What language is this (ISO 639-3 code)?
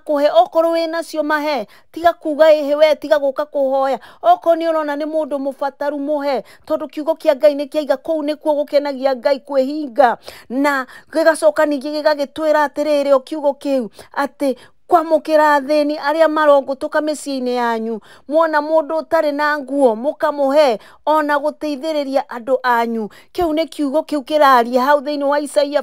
kik